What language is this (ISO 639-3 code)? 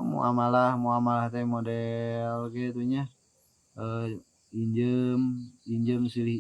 sun